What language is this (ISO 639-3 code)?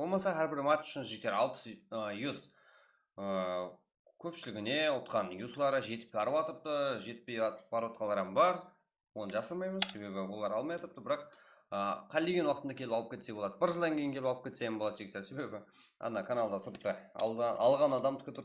kaa